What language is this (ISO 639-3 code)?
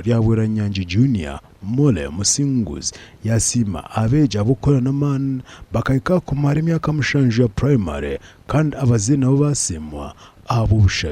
nyn